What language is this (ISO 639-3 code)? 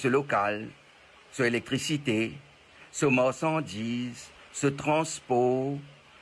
mfe